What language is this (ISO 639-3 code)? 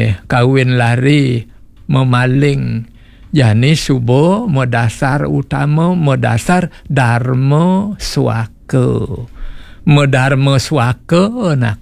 ban